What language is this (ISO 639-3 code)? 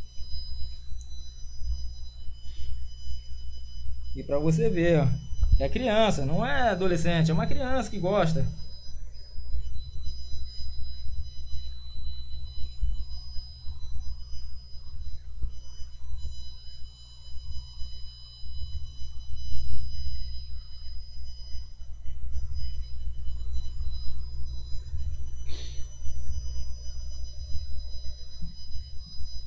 por